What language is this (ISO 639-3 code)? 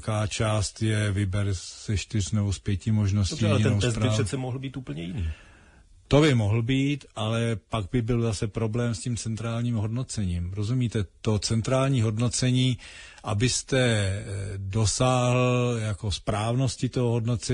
ces